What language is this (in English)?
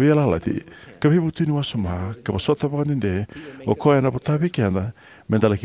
Fijian